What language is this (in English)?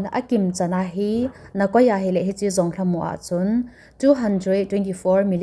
Thado Chin